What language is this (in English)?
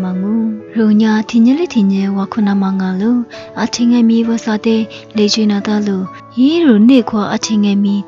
Lisu